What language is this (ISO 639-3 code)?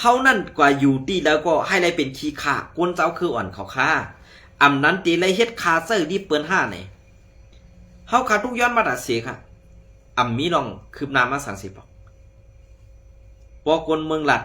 shn